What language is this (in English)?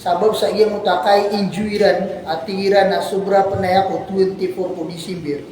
Maranao